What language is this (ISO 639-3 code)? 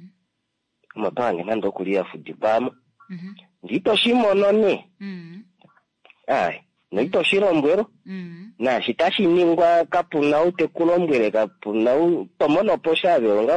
kua